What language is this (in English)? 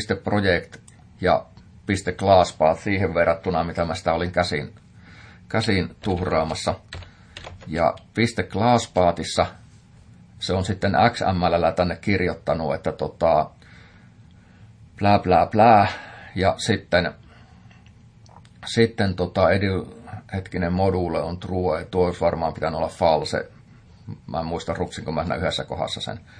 Finnish